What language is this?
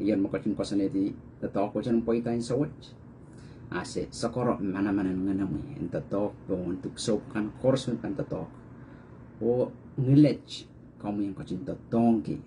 Pohnpeian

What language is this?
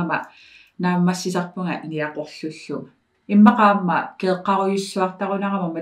Kalaallisut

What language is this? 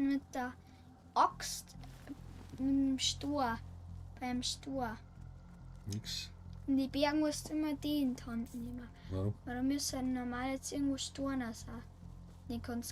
Bavarian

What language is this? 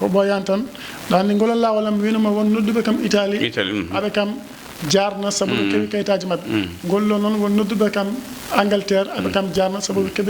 Fula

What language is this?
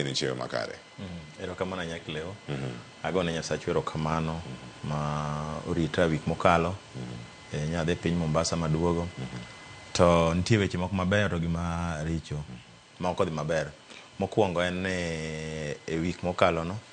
Luo (Kenya and Tanzania)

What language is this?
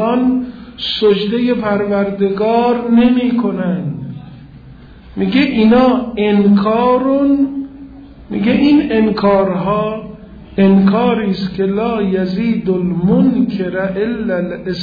Persian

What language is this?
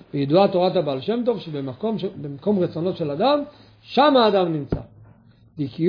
Hebrew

